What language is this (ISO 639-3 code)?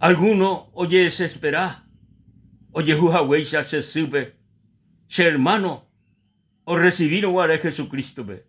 grn